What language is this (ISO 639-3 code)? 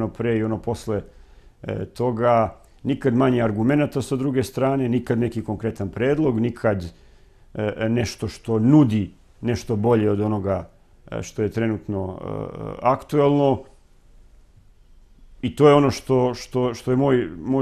srp